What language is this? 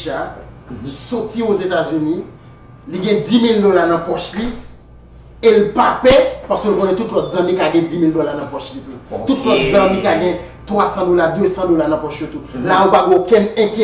Haitian Creole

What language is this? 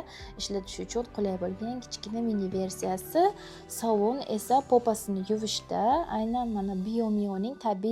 Uzbek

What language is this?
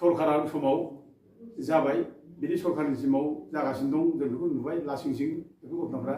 Bodo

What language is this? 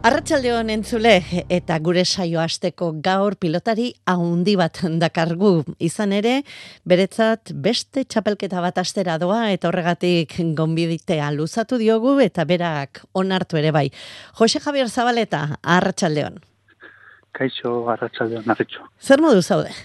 Basque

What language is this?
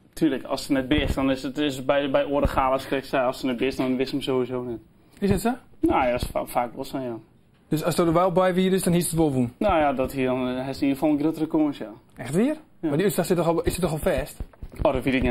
Western Frisian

